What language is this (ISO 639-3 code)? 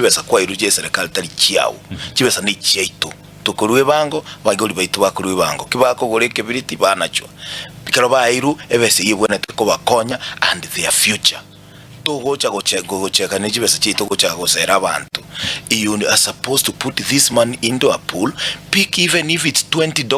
guz